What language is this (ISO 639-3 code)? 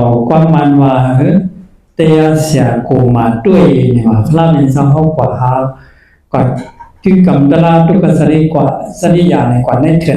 shn